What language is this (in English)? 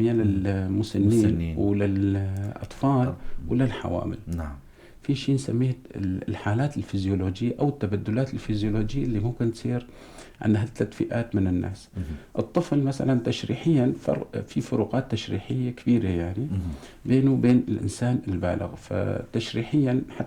North Levantine Arabic